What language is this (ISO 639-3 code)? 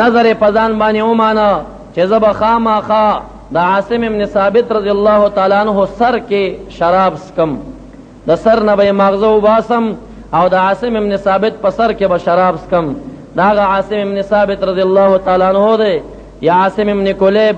pus